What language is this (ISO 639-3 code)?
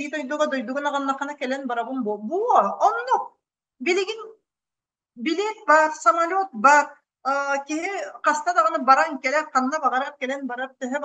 sah